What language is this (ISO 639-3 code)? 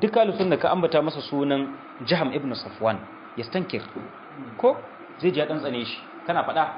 hau